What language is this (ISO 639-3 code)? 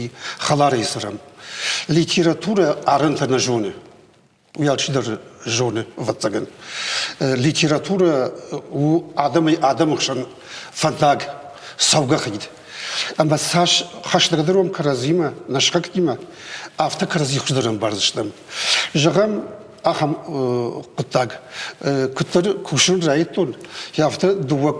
oss